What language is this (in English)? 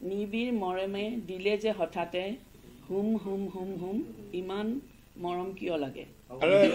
Assamese